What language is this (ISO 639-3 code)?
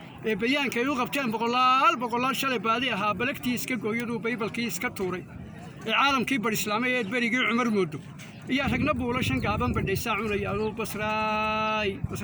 som